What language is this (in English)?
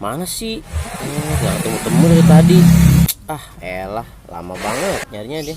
Betawi